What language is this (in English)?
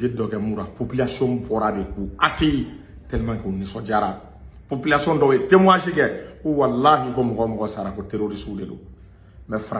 Bambara